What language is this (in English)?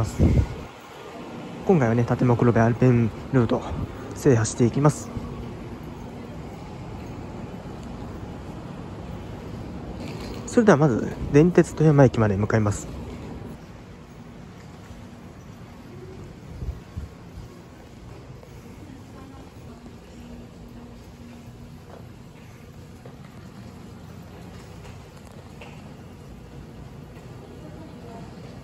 Japanese